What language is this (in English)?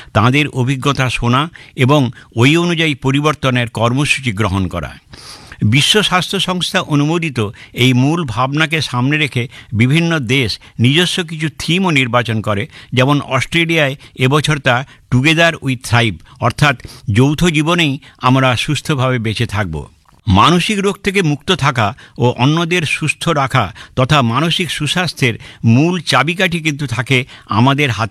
Bangla